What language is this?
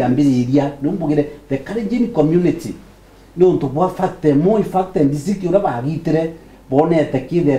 Meru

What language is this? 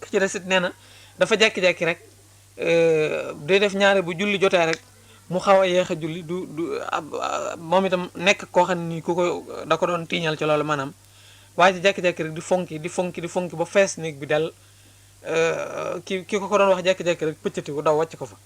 Wolof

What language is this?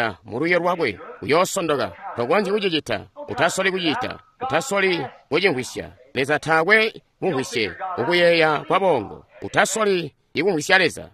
Tonga (Zambia)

